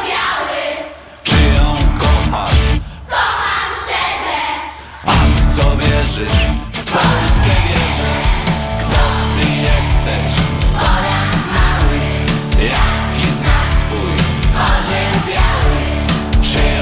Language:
Polish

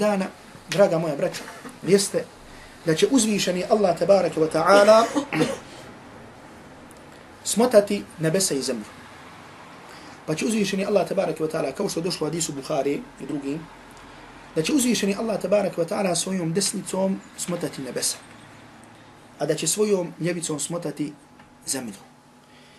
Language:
Bosnian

